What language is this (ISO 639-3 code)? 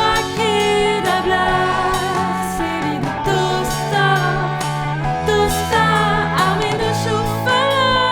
bre